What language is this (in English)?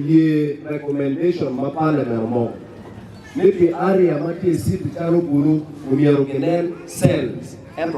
Acoli